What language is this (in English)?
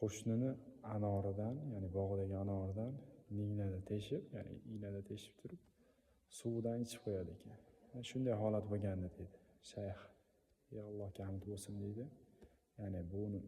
Uzbek